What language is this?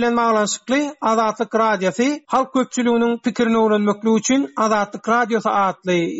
Turkmen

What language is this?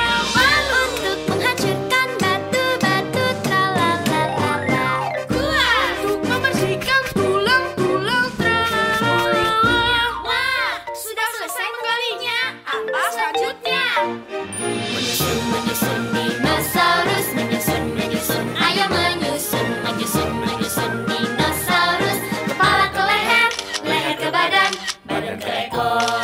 Indonesian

